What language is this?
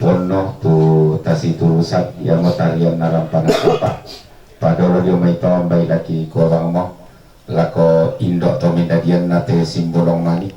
Toraja-Sa'dan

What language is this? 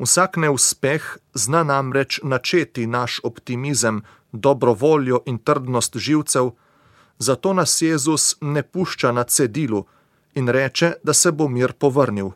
Slovenian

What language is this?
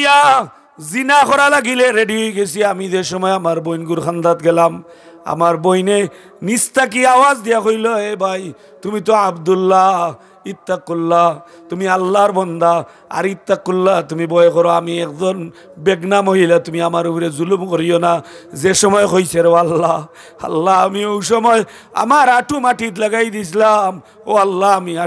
Sylheti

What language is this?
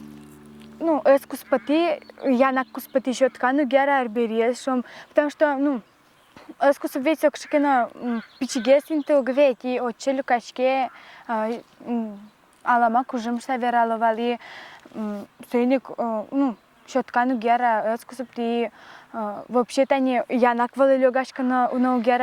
Udmurt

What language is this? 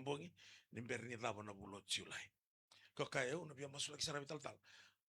Fijian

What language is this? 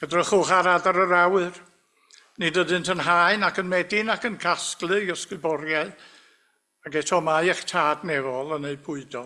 Welsh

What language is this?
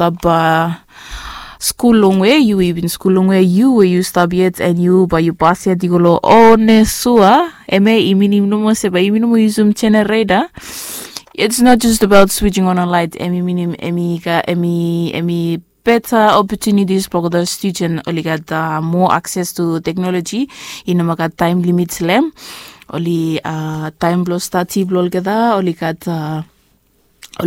Bislama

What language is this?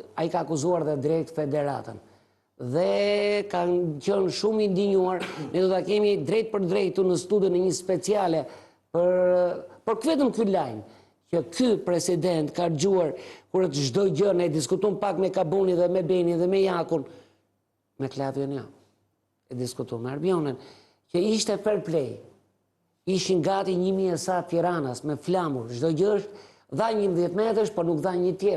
Albanian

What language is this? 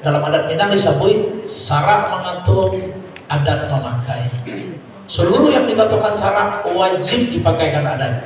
Minangkabau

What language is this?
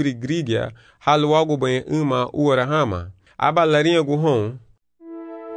Garifuna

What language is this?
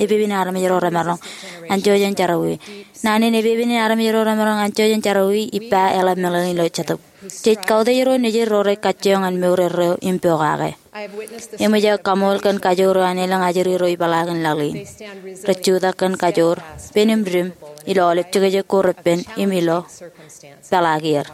Marshallese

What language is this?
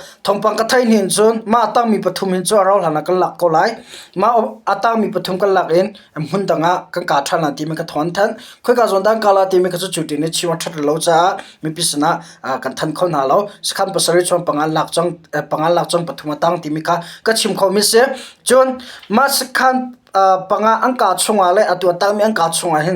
Hakha Chin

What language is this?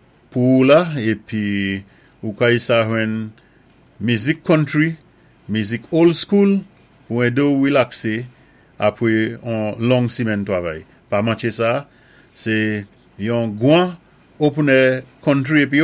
Saint Lucian Creole French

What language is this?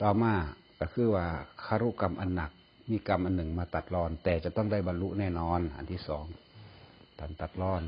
Northeastern Thai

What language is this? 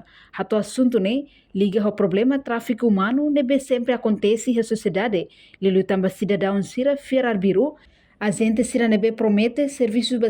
Tetum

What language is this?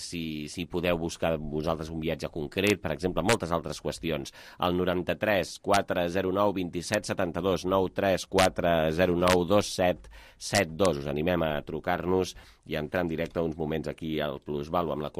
Catalan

